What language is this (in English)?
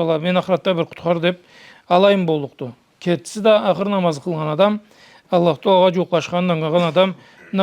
Karachay-Balkar